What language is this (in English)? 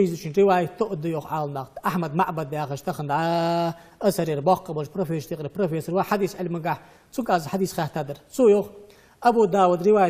Ingush